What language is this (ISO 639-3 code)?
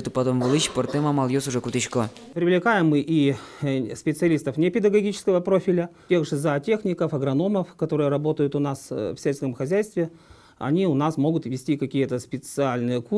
udm